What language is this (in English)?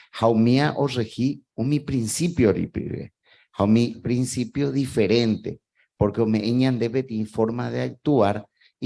Guarani